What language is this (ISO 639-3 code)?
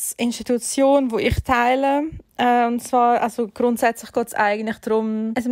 gsw